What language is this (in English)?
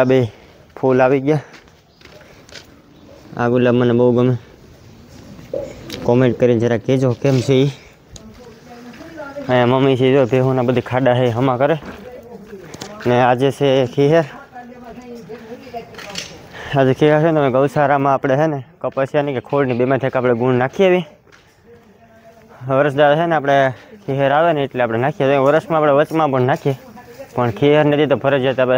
Gujarati